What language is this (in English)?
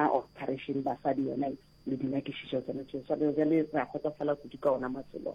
Northern Sotho